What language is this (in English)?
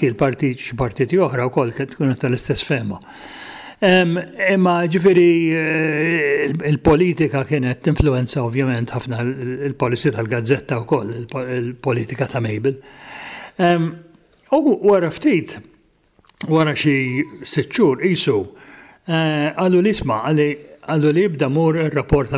Maltese